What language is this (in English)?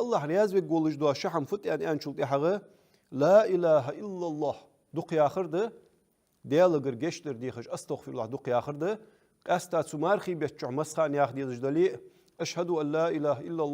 Ingush